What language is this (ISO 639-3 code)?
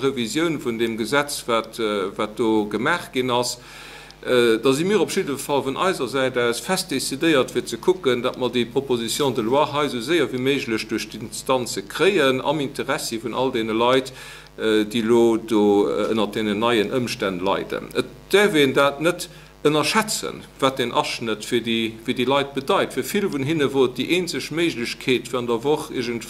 ltz